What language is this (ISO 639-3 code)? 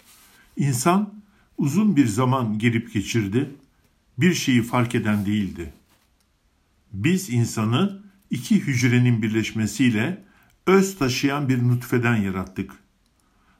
tur